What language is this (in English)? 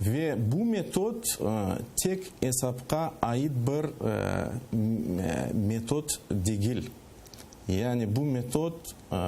Crimean Tatar